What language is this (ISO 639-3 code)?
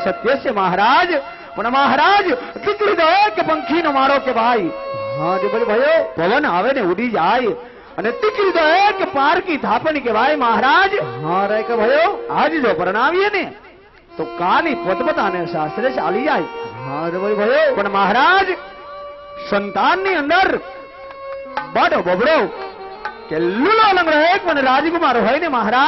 guj